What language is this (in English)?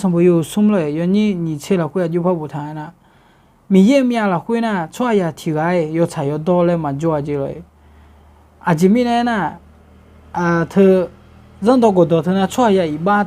Akha